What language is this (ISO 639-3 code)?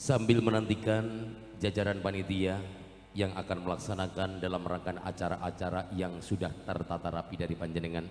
jav